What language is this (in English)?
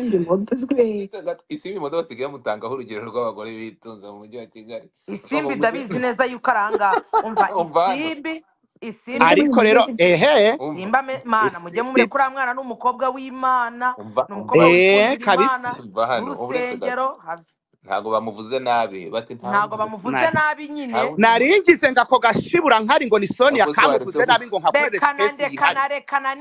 Kinyarwanda